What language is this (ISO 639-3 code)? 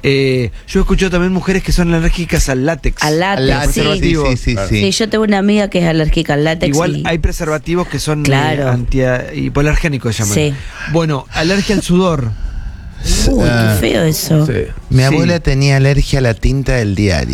spa